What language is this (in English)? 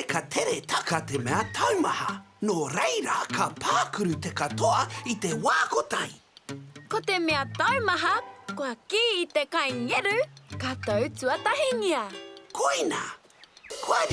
Māori